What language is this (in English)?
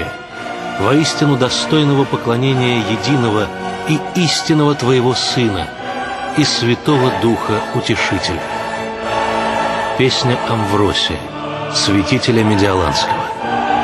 Russian